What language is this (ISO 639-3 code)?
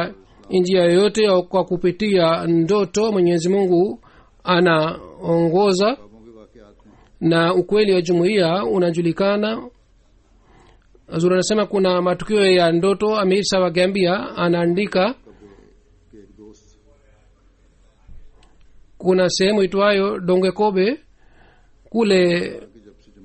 swa